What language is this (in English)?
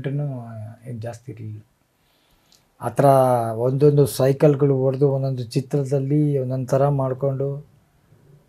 Kannada